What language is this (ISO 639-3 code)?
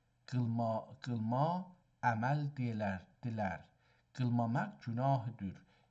azb